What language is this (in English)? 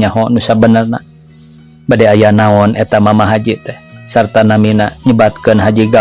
Sundanese